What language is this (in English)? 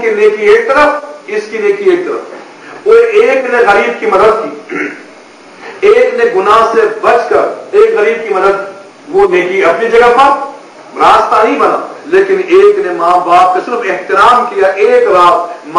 Urdu